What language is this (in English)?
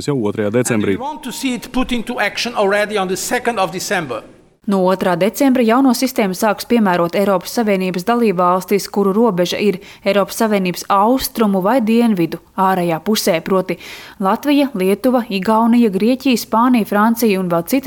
Latvian